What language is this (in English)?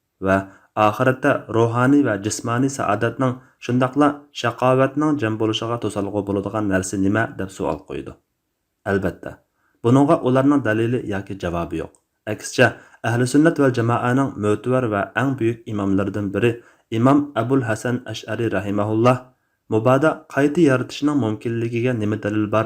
Uyghur